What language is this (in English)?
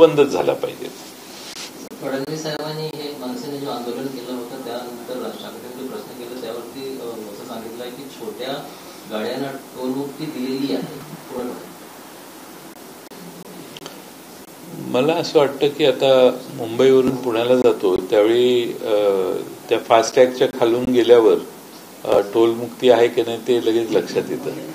Marathi